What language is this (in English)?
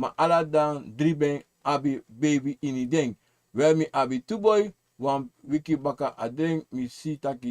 Sranan Tongo